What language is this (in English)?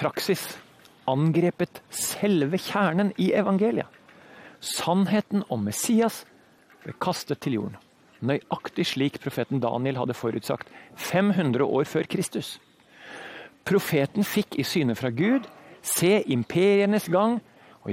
Norwegian